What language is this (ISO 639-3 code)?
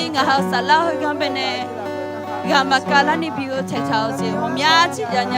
ahk